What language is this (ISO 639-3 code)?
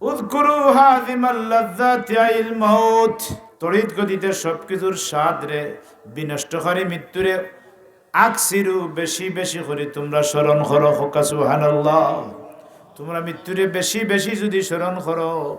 syl